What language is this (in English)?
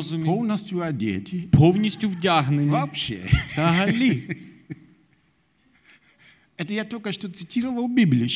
Ukrainian